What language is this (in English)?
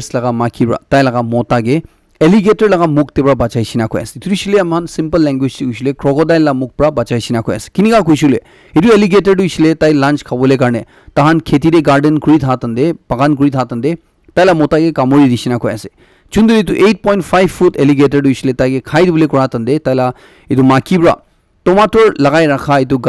Naga Pidgin